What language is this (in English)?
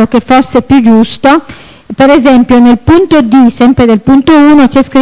Italian